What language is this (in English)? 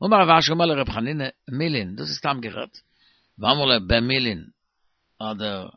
Yiddish